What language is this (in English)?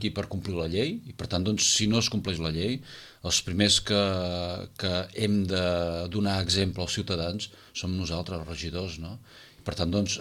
Catalan